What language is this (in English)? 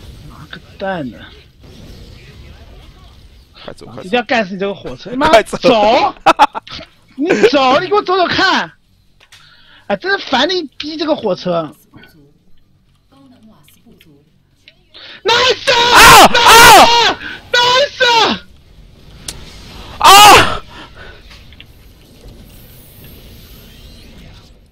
Chinese